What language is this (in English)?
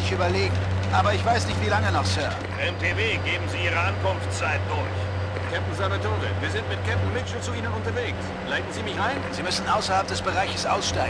Bavarian